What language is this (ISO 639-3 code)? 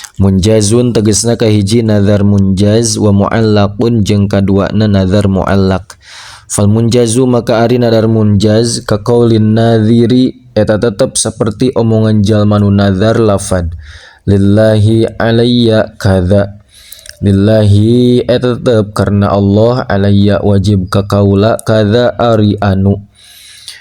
sun